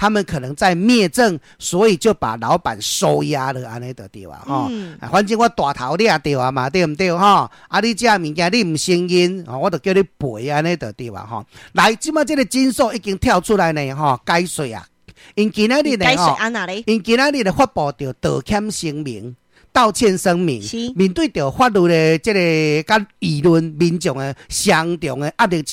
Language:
Min Nan Chinese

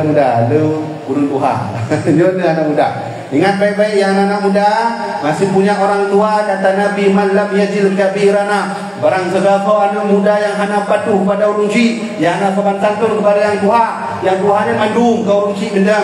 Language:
Achinese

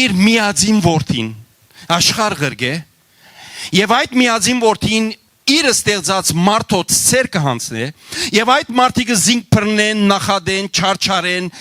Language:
Western Armenian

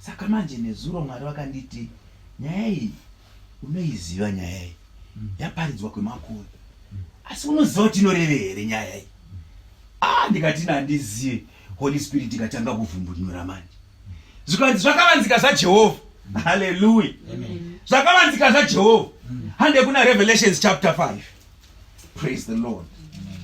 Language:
Shona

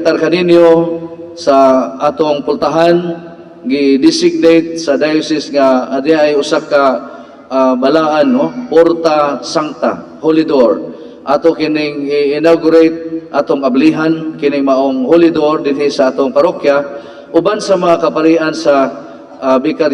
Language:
Cebuano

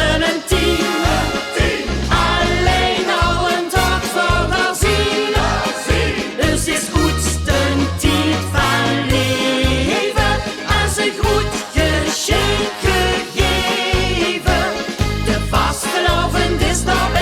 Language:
Limburgish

